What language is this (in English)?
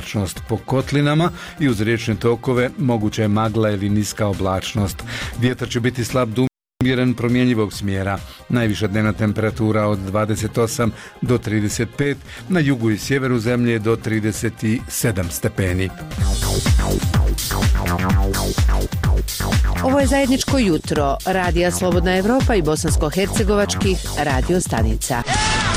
Bosnian